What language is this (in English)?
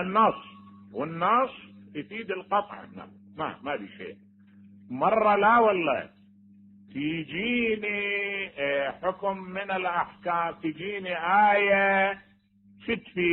Mesopotamian Arabic